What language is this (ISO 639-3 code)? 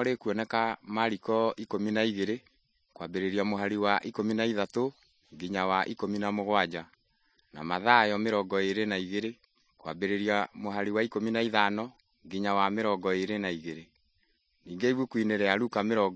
kik